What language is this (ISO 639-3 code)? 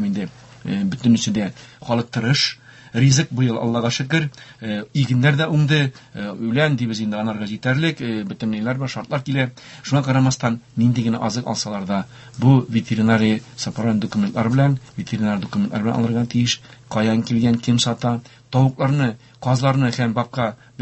tat